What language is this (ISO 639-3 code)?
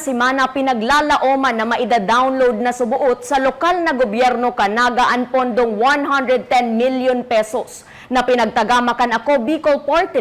bik